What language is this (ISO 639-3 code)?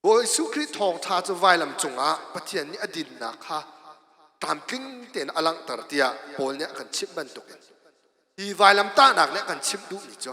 cnh